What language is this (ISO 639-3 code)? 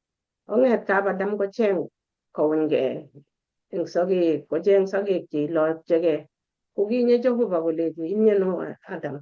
kln